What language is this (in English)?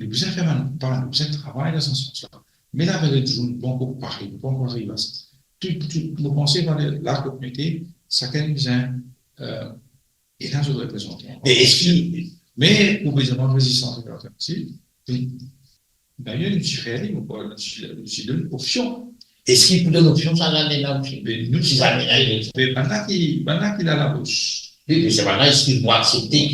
Morisyen